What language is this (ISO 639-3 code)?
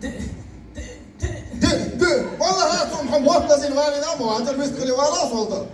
che